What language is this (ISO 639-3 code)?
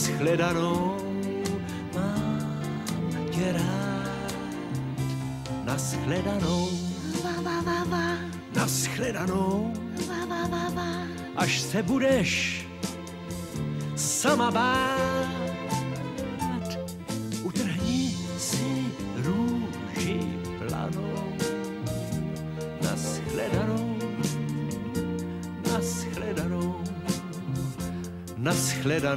ces